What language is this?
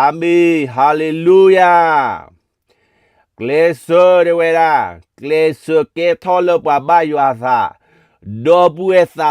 S'gaw Karen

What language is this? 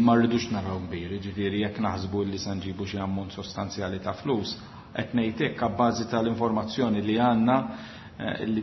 Maltese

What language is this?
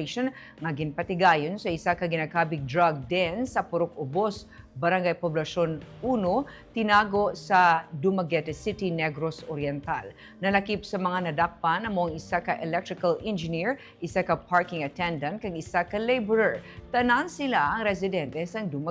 Hiligaynon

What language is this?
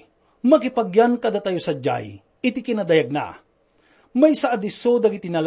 Iloko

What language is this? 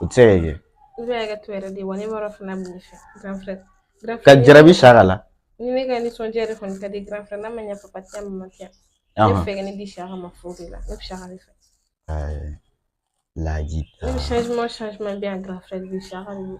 Bambara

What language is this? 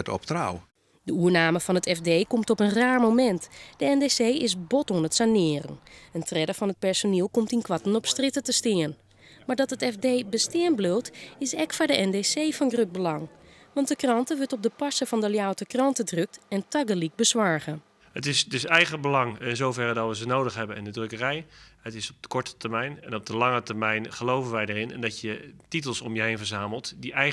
Western Frisian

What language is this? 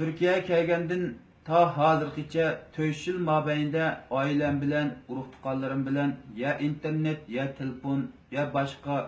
Uyghur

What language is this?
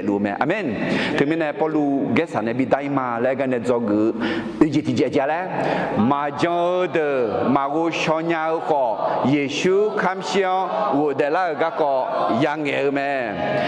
Akha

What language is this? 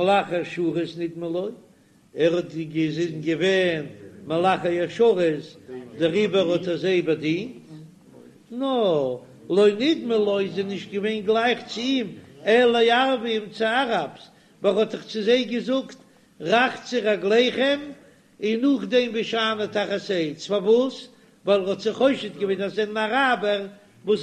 Yiddish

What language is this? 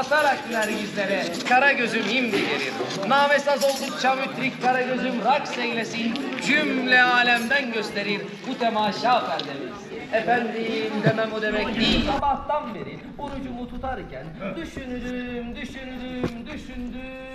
Turkish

